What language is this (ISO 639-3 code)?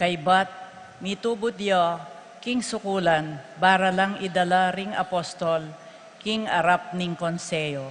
pam